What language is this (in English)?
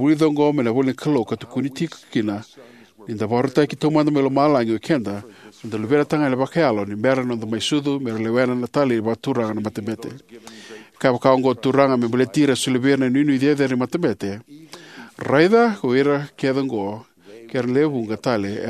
Fijian